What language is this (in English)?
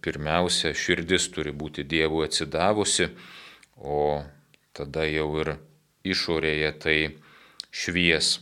Lithuanian